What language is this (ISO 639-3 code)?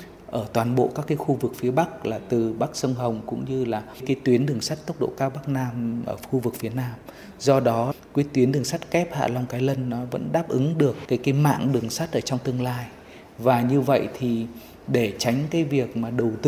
vie